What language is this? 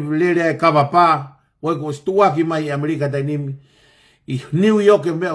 Tongan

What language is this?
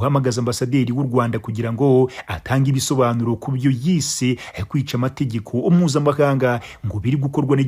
Kinyarwanda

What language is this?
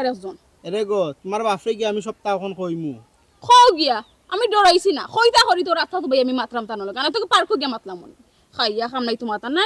Sylheti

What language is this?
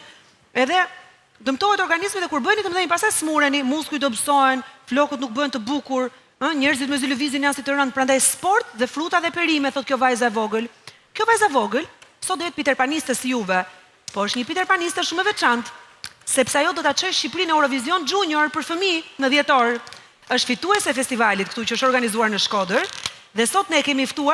Albanian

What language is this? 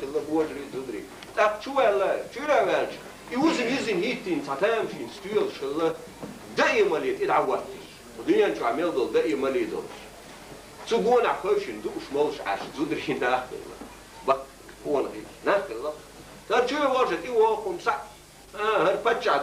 Chechen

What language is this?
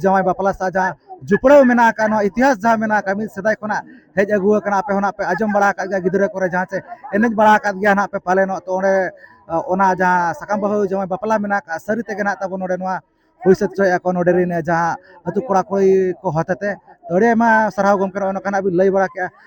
Santali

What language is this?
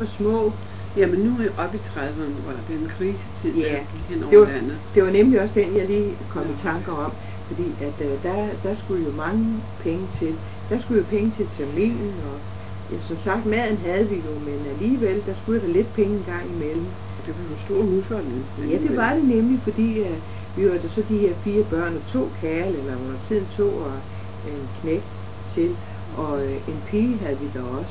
Danish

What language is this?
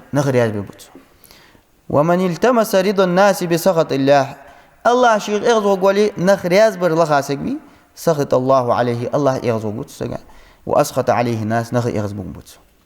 Ingush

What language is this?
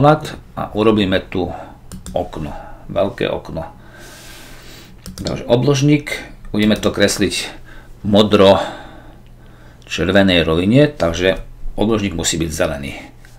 Slovak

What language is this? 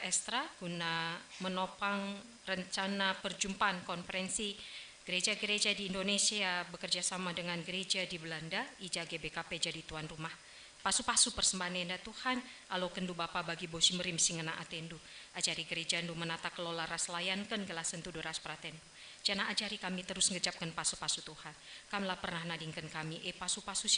Batak Karo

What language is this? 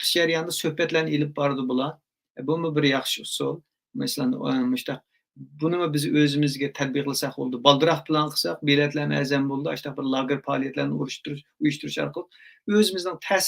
Uyghur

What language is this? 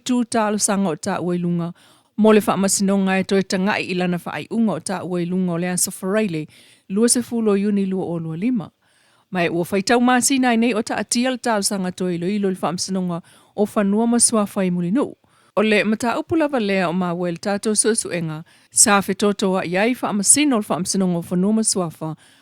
Samoan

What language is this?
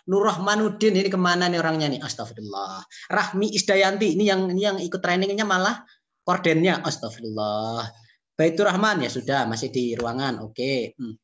Indonesian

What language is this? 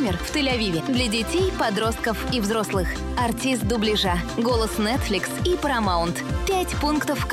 Russian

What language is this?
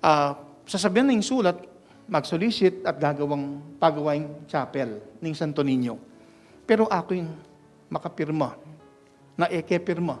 Pampanga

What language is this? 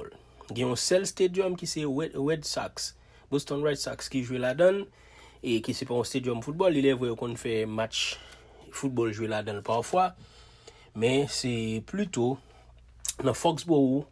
Haitian Creole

